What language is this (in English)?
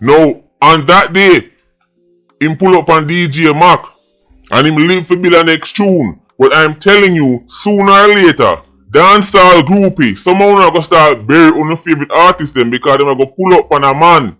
Jamaican Creole English